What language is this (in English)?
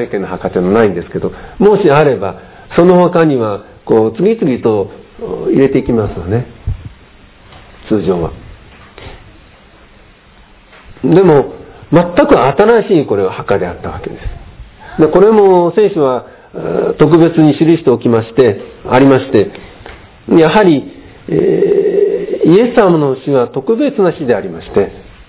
Japanese